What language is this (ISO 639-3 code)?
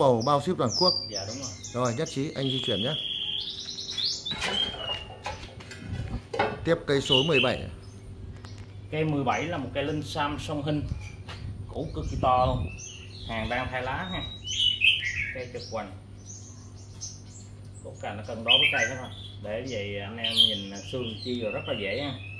vie